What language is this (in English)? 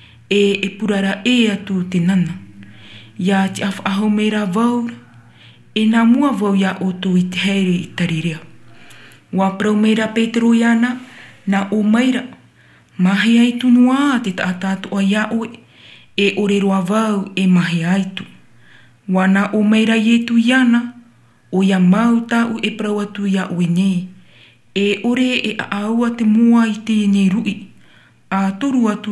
Tahitian